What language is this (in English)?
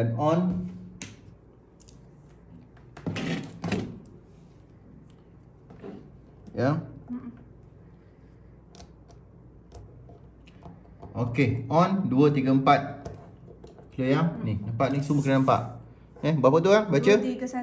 Malay